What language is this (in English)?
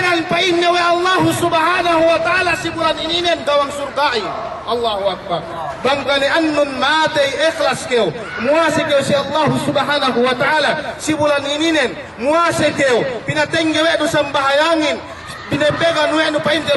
Yakan